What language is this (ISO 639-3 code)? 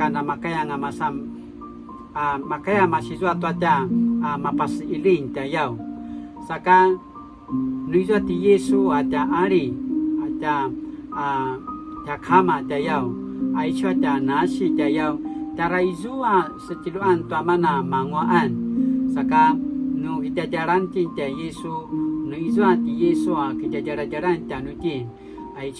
pwn